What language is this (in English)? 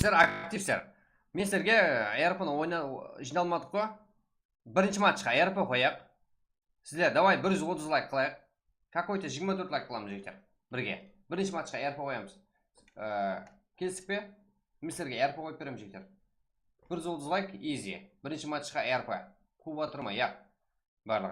Kara-Kalpak